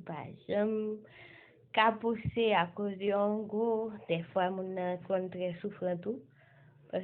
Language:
Haitian Creole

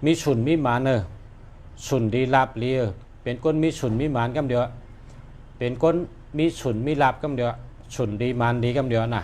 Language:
Shan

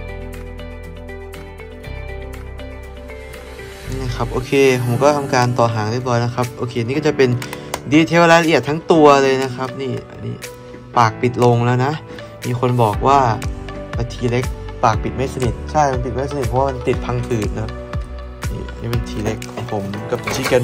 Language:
Thai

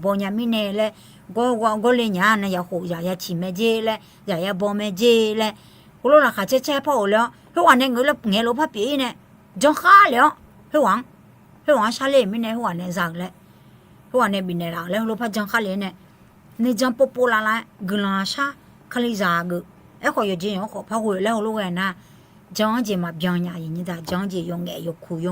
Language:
Akha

